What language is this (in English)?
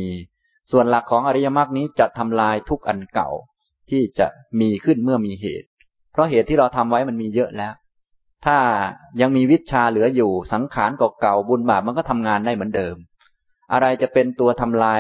Thai